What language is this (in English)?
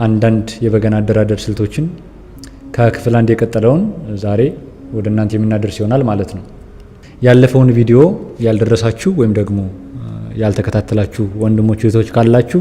Amharic